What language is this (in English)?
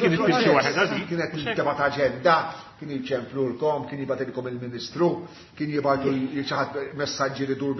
Maltese